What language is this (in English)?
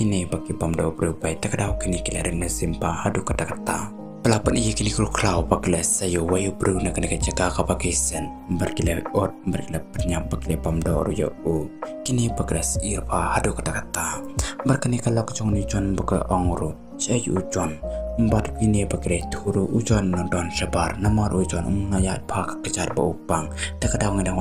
Khasi